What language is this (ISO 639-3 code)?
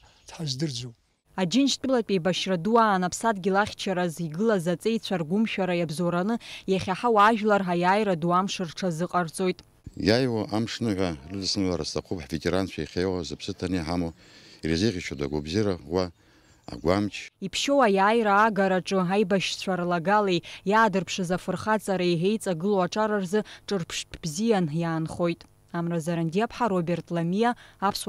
abk